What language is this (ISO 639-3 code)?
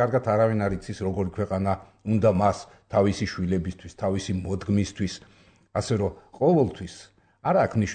kat